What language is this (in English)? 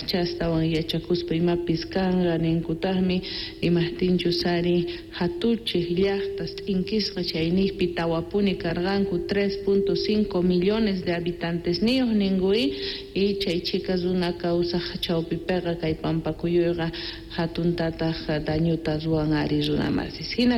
Quechua